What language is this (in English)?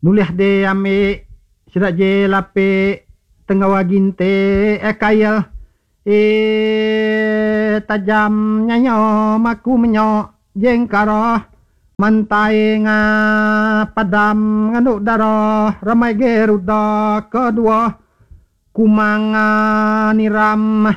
Iban